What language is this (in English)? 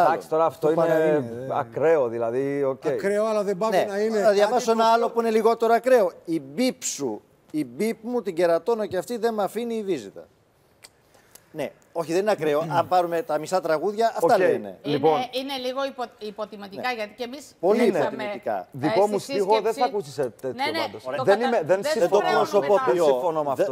Greek